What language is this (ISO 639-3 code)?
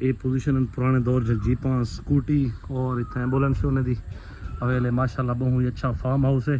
skr